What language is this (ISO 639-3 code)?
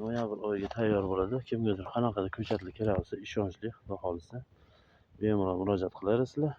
uzb